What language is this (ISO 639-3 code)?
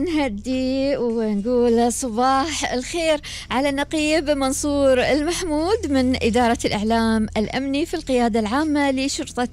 afb